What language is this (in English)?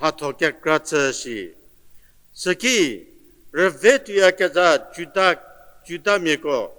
Angami Naga